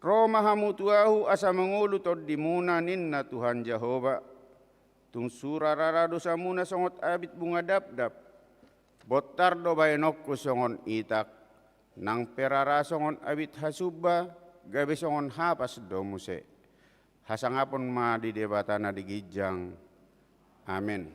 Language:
Batak Toba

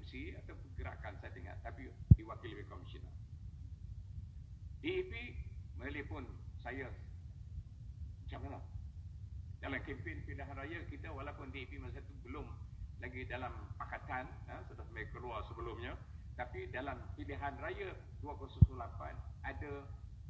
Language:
Malay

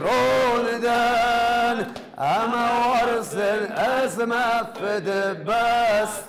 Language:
Ossetic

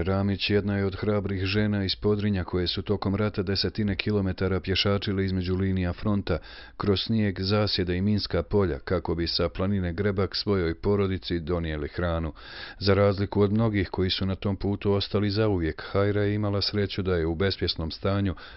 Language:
Bosnian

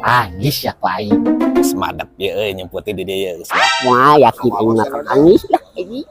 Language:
Sundanese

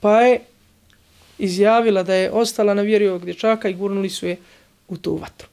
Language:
Bosnian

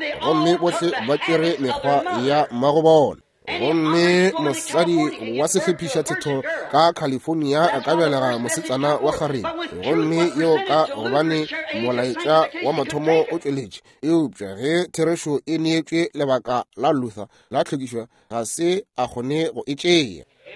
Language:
Northern Sotho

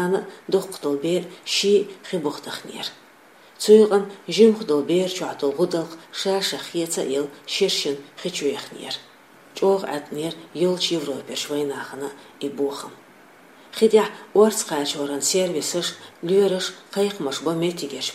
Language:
Chechen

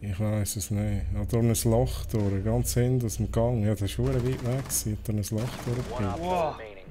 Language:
Swiss German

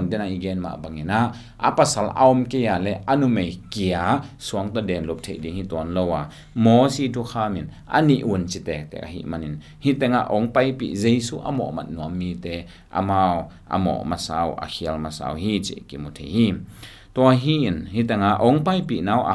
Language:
Tedim Chin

